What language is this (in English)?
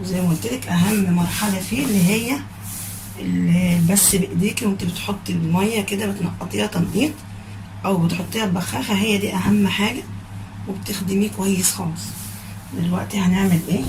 Egyptian Arabic